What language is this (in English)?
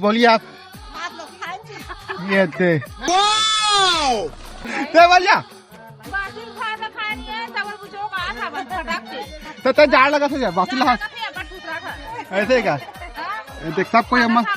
Chhattisgarhi